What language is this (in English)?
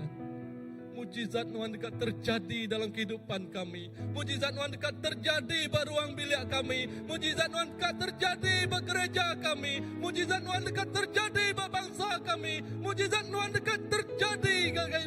Iban